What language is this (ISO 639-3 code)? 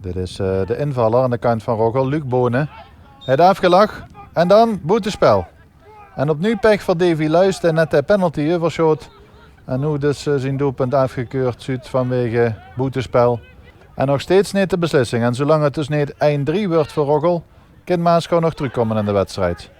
lim